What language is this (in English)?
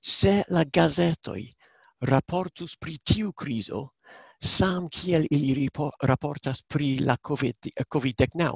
Esperanto